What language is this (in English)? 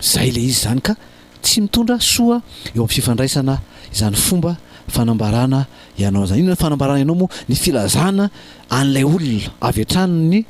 Malagasy